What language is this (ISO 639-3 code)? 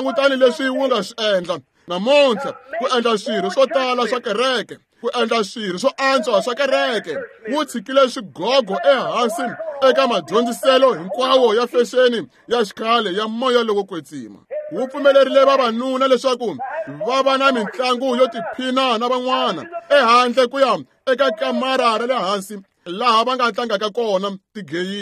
tso